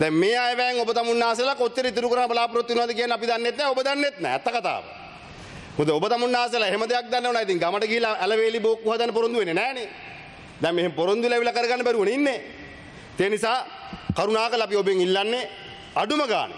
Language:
Sinhala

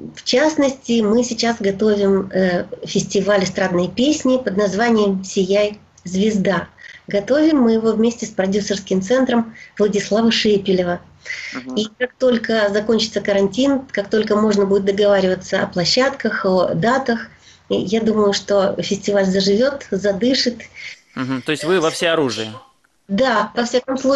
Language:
Russian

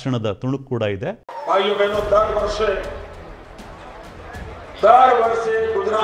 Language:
Kannada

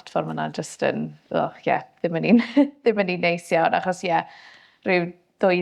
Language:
Welsh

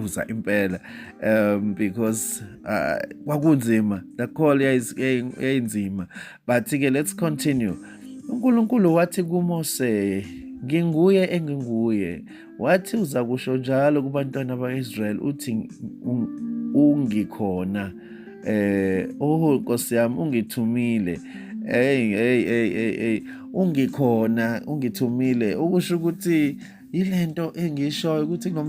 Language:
Zulu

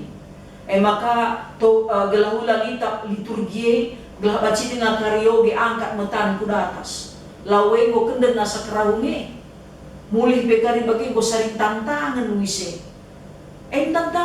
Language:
Batak Karo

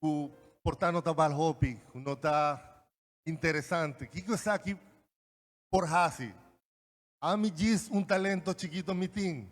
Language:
Papiamento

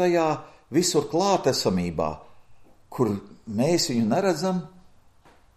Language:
Latvian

